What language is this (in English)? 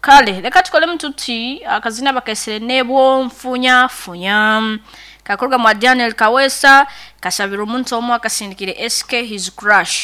Nyankole